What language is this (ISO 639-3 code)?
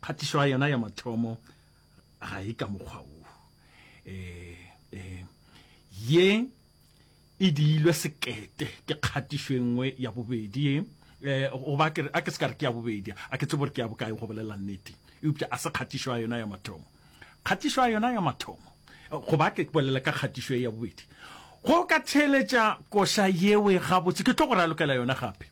nso